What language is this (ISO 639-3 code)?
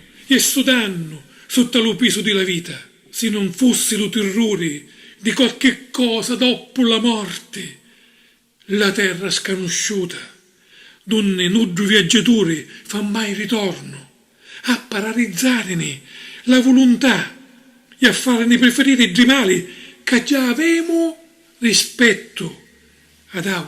scn